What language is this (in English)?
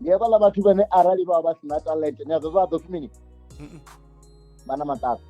Venda